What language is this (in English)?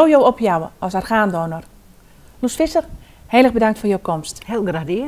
Western Frisian